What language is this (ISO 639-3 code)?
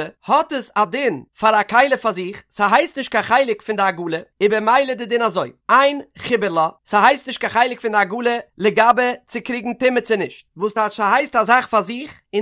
yid